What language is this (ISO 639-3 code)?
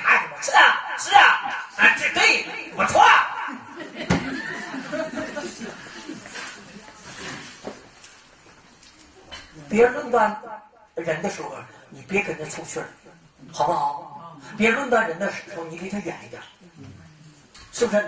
zho